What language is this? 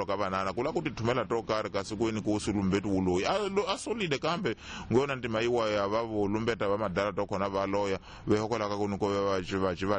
Tsonga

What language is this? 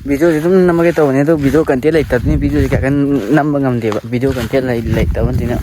Manipuri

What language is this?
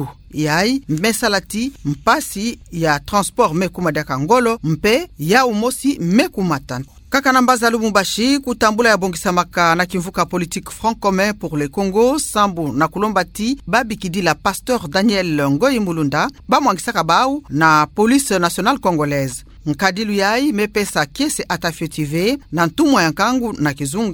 Kituba (Democratic Republic of Congo)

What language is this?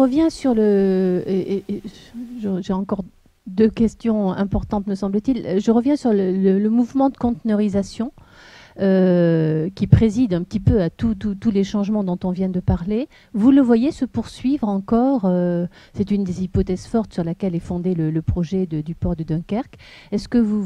French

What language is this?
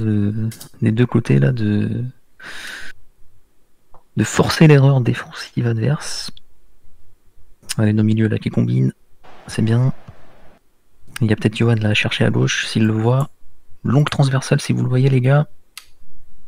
French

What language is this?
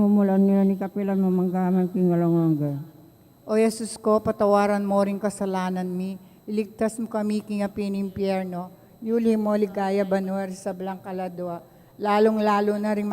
Pampanga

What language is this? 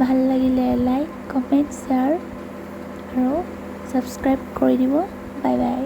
Assamese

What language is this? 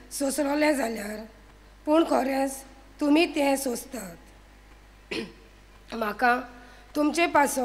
Konkani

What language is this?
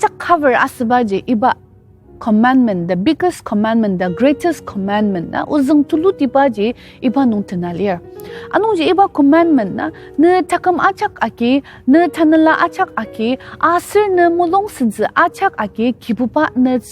Ao Naga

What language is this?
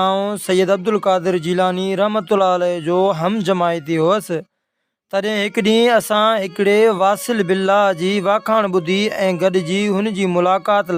Sindhi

